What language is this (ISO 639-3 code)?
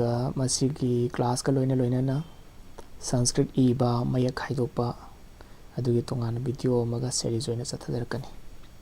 mni